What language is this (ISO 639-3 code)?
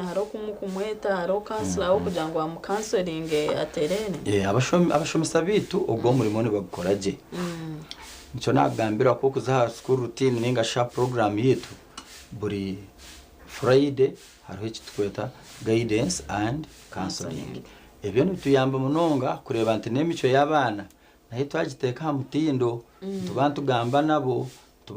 nyn